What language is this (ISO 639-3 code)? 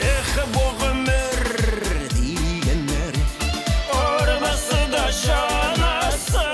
bak